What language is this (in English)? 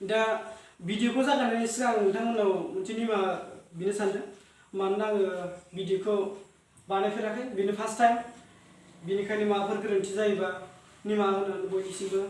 Bodo